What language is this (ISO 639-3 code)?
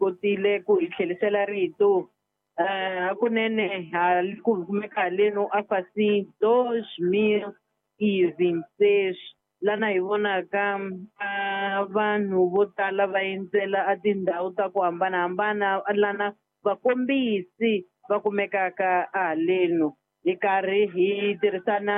tso